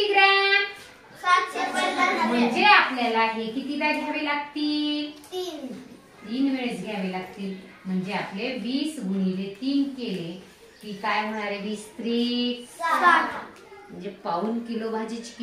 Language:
Marathi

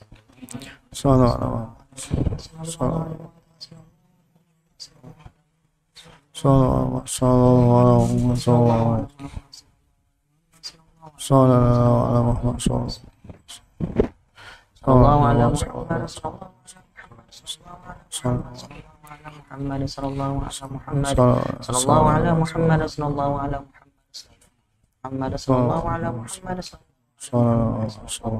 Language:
Malay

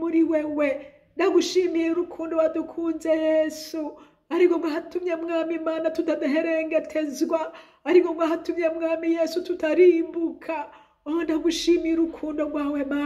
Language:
Rundi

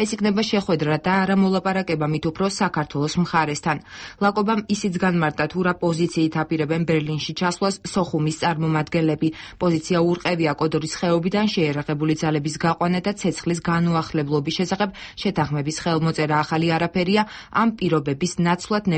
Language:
Georgian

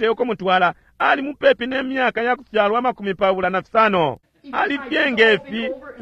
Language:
Bemba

